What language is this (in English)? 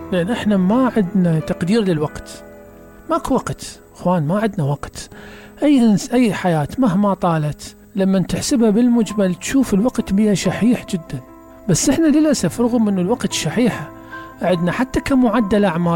Mesopotamian Arabic